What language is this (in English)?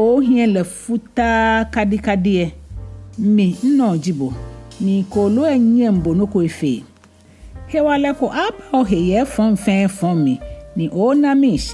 Ga